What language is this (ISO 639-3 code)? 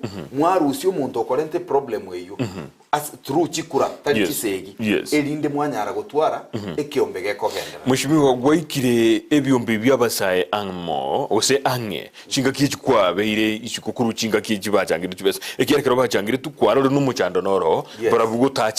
guz